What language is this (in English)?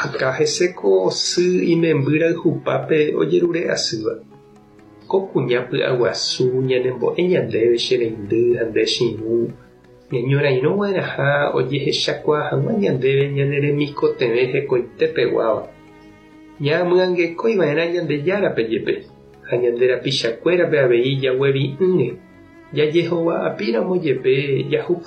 Guarani